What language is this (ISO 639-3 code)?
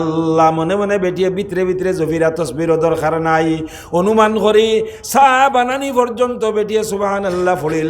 syl